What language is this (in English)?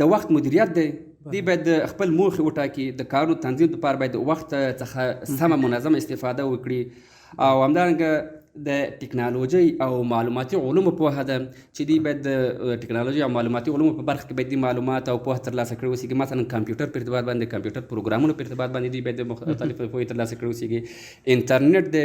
Pashto